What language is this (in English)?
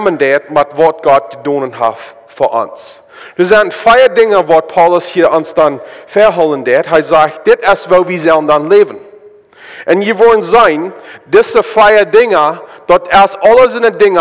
Plautdietsch